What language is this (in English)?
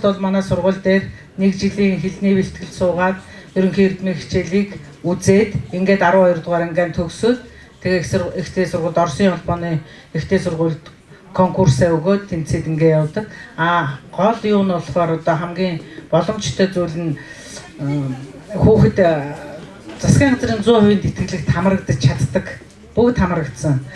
Mongolian